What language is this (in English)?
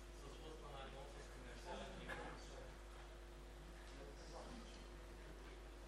Bulgarian